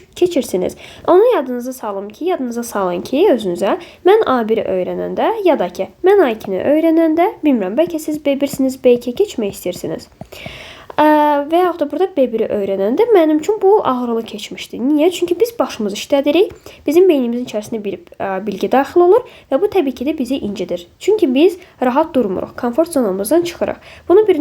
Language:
Azerbaijani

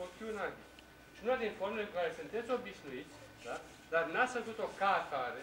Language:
Romanian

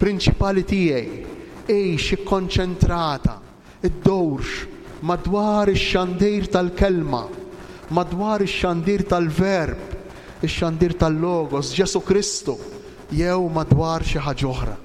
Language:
Maltese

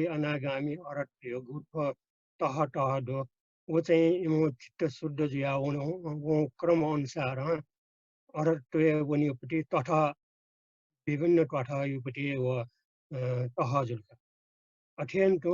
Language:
Newari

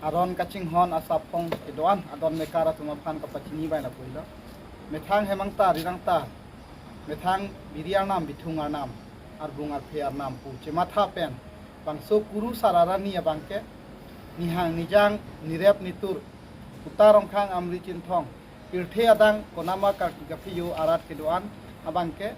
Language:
Karbi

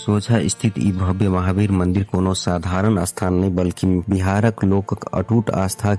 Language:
Maithili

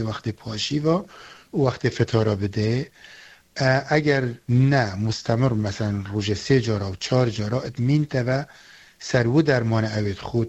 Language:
Kurdish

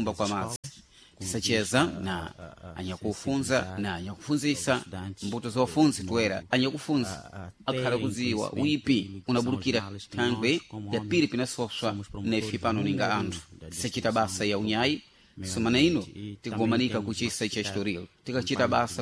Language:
Sena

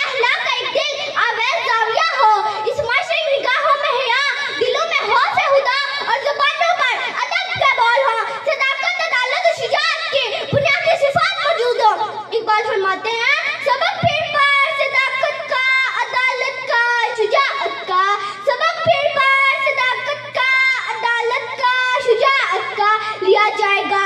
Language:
Urdu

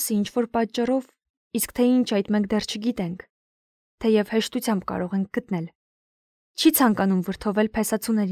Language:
Armenian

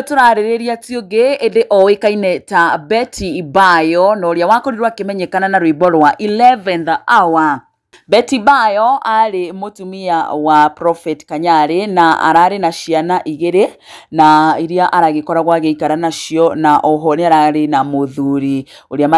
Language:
Kikuyu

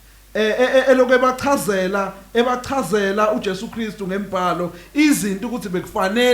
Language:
Zulu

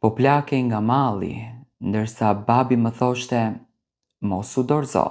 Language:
Albanian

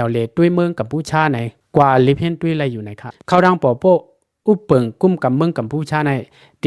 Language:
Shan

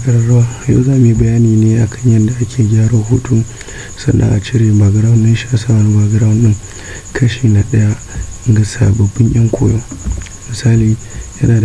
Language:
Hausa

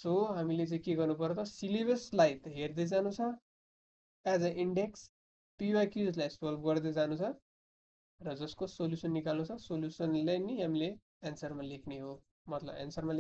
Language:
Nepali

